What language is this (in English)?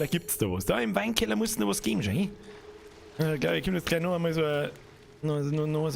Bavarian